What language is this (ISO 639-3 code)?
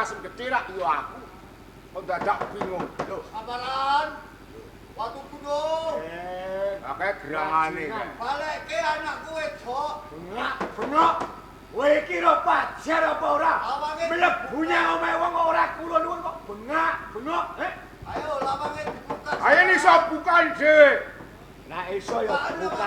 jav